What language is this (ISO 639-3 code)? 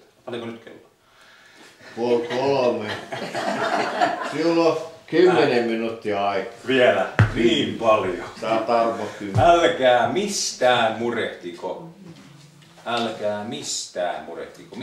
fin